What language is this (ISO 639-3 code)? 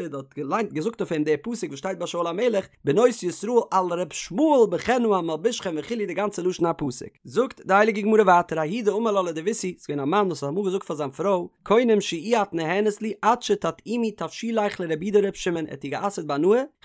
yid